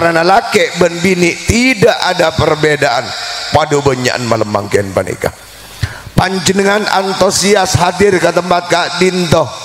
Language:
Madurese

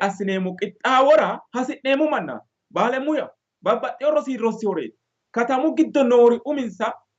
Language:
Sidamo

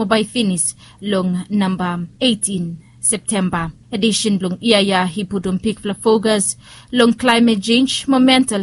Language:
Bislama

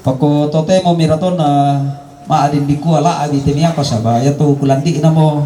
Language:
Toraja-Sa'dan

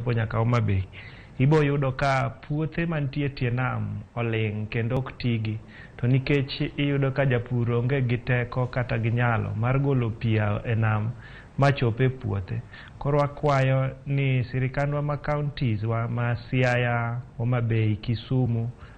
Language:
Luo (Kenya and Tanzania)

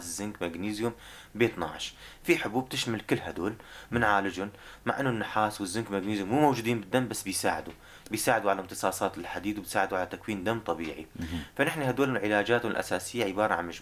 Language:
North Levantine Arabic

